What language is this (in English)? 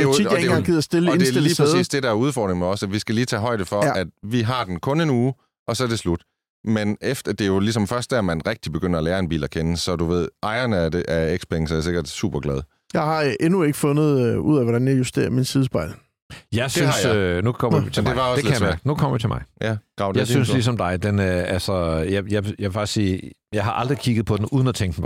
Danish